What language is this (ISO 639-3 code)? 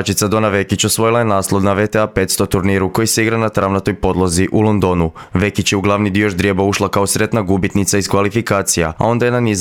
hrv